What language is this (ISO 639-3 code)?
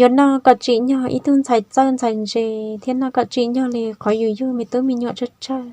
hmn